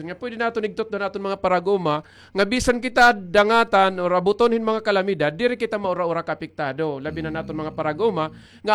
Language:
Waray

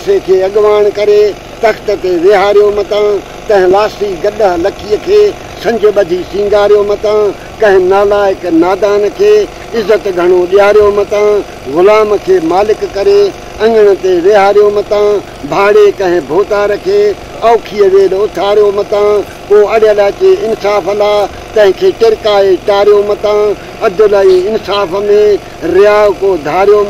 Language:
Sindhi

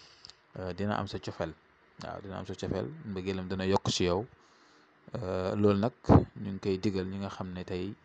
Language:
Wolof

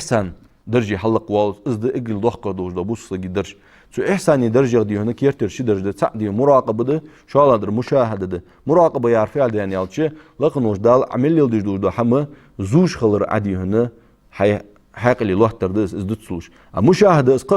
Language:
Ingush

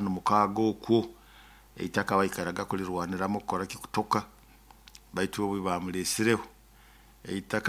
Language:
Nyoro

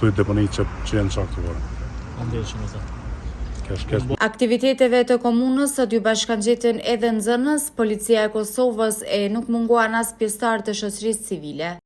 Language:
Albanian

